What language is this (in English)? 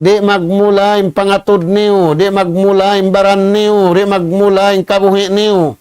Tausug